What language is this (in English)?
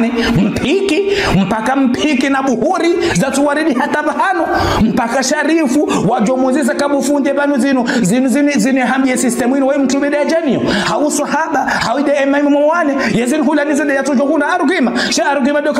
Ngazidja Comorian